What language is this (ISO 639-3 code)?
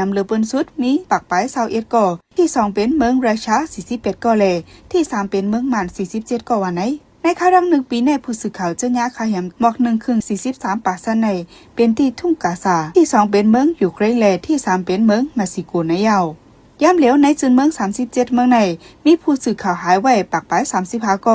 shn